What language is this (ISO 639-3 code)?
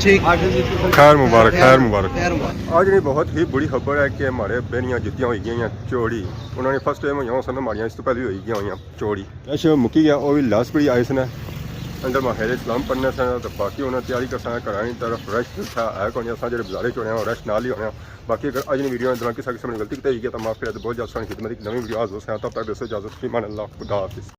phr